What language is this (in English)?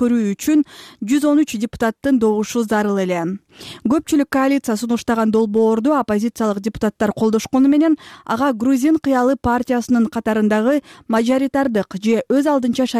Kyrgyz